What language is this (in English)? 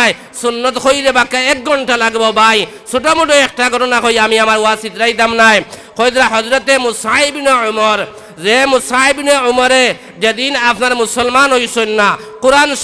Sylheti